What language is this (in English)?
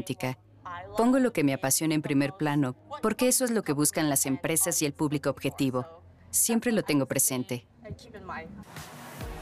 Spanish